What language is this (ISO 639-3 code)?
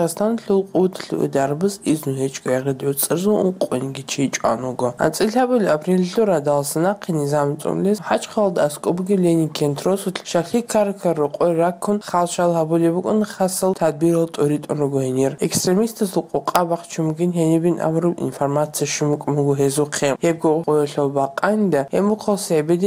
ava